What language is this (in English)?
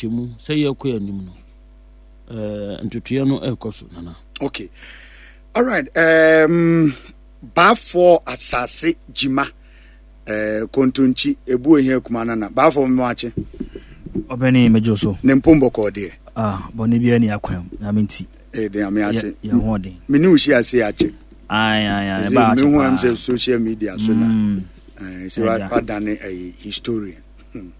Akan